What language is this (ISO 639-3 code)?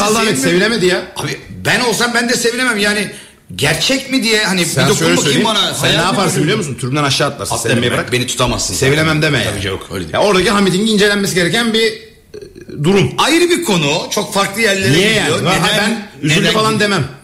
tur